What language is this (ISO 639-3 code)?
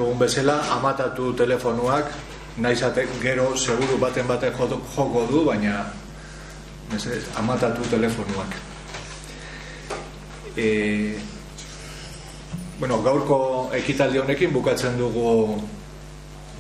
eus